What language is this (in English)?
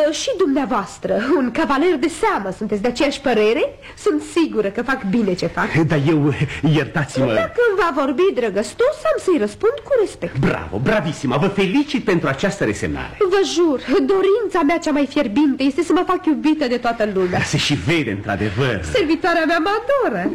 Romanian